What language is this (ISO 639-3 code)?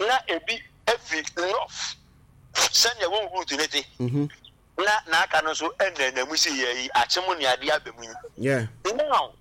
aka